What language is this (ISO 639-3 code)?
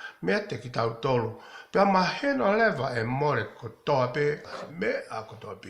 ton